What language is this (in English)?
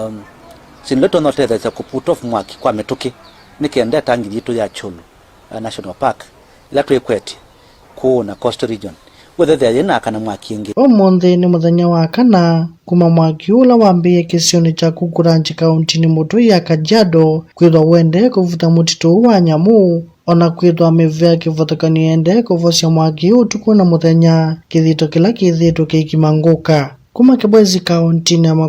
Kamba